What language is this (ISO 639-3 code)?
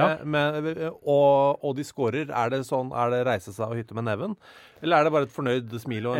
nor